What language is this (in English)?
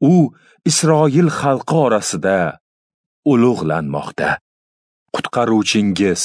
Uzbek